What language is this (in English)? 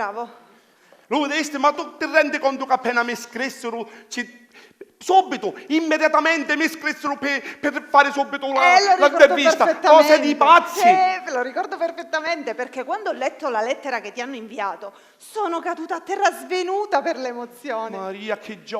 Sicilian